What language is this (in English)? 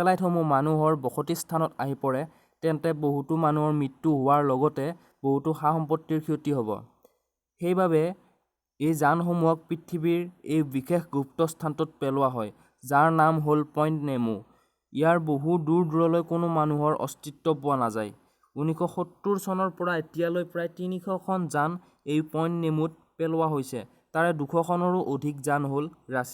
Assamese